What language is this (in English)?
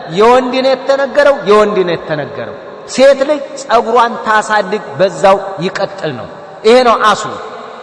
Amharic